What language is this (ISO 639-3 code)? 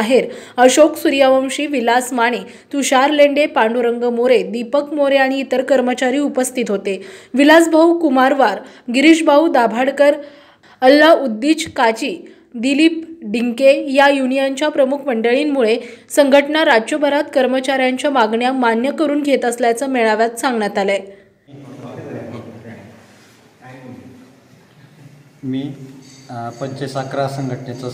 mar